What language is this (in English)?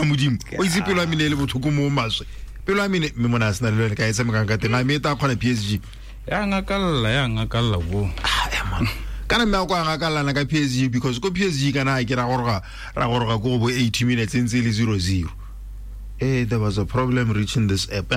Tswana